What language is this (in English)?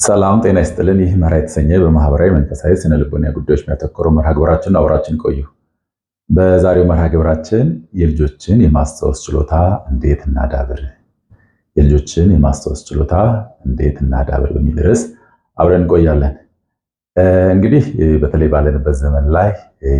Amharic